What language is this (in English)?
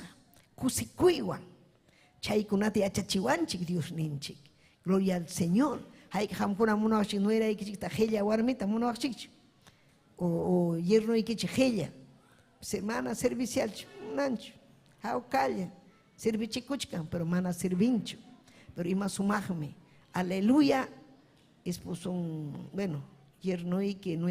Ayacucho Quechua